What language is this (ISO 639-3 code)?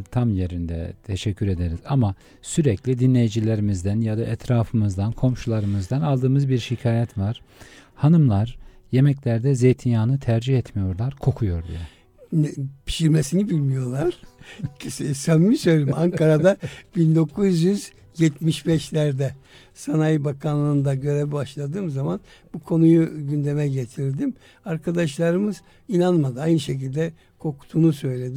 tur